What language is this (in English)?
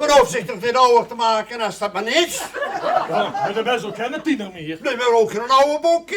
Limburgish